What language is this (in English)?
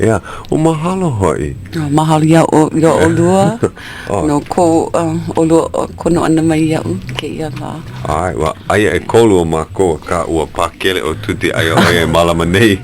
Hawaiian